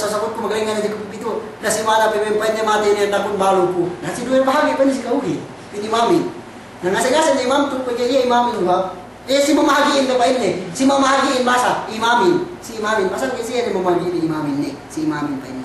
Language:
Yakan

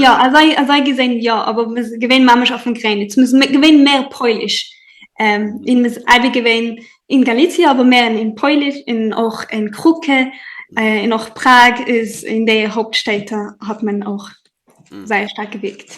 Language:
Yiddish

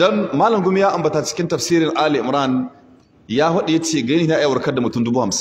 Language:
Hausa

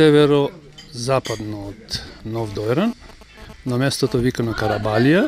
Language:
Macedonian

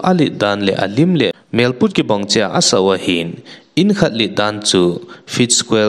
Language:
Thado Chin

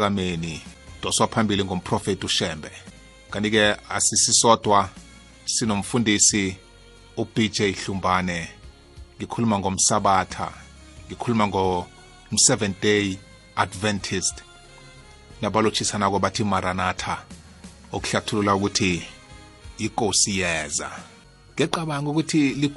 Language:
South Ndebele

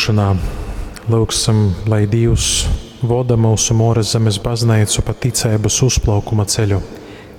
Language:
Latgalian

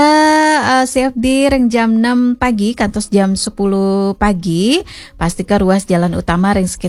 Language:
Balinese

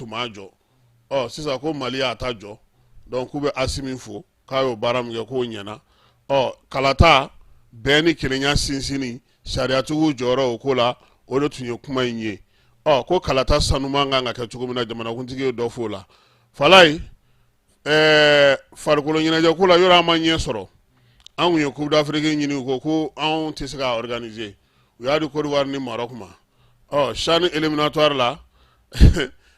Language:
Bambara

